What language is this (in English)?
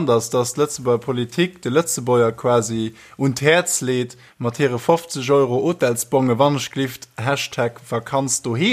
Luxembourgish